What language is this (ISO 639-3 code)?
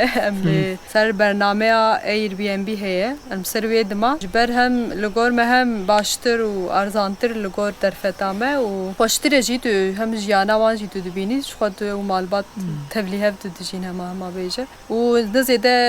kur